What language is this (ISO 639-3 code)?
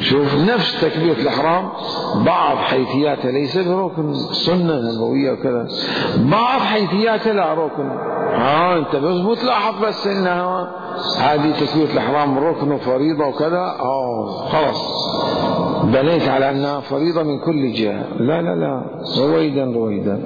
acm